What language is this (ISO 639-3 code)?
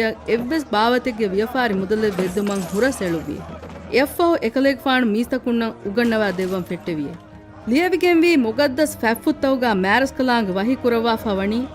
div